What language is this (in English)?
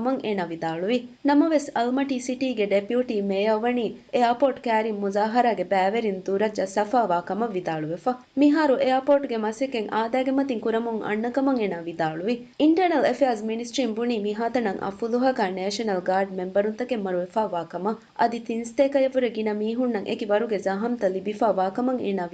Divehi